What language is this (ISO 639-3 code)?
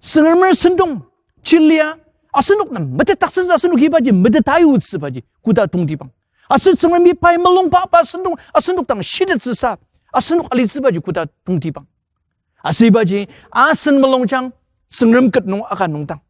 njo